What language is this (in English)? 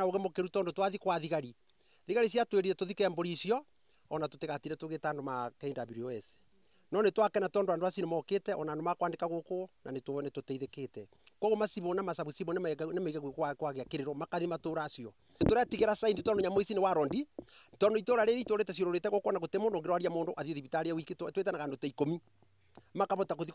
Kikuyu